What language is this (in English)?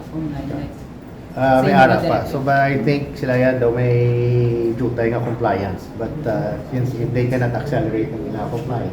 Hiligaynon